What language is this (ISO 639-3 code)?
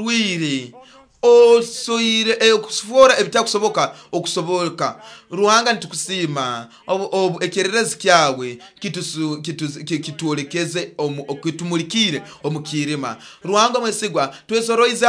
nyo